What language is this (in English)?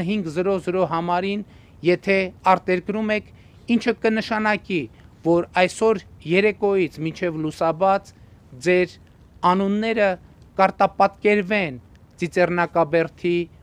Armenian